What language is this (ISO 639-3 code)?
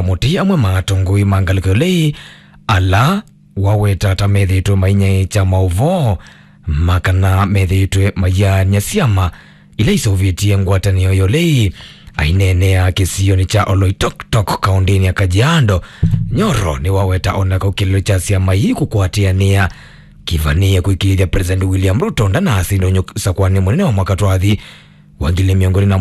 kam